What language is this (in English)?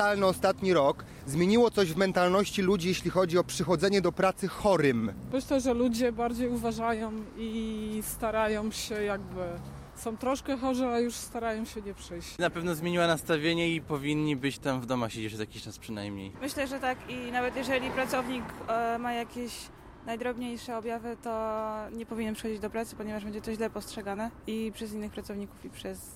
Polish